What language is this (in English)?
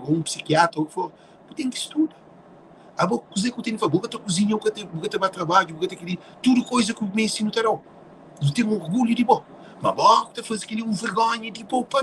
Kabuverdianu